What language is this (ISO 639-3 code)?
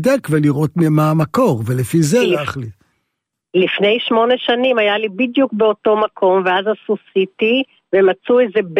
heb